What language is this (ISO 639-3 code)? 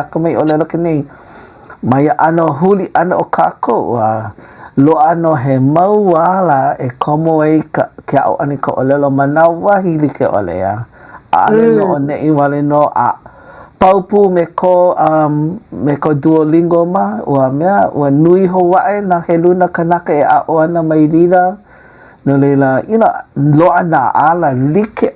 haw